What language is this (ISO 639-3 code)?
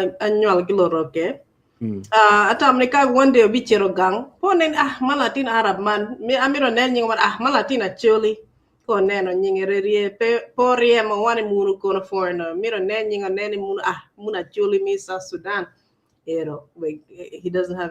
ach